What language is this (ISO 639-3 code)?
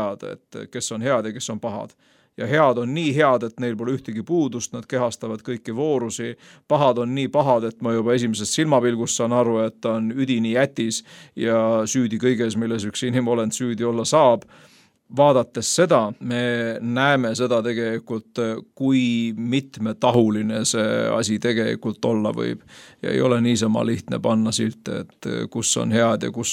est